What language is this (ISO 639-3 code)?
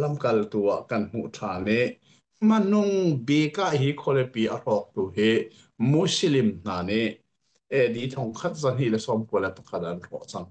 cnh